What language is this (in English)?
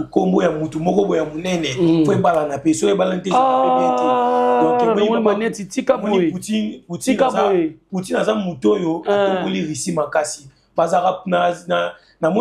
Lingala